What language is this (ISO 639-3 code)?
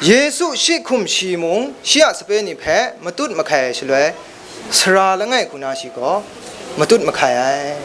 kac